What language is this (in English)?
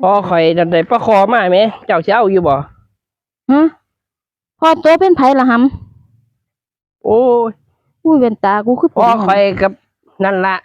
Northeastern Thai